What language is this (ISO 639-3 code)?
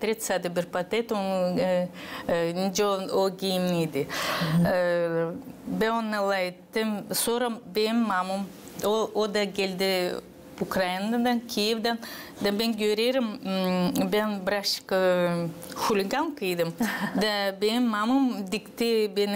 gag